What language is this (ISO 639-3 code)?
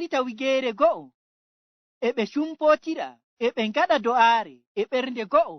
ful